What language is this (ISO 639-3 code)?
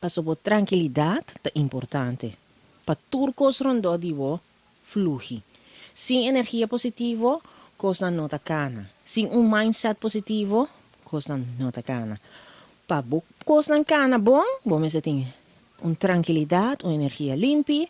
pap